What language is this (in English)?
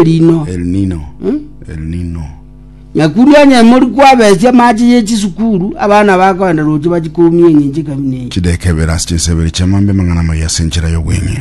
Gusii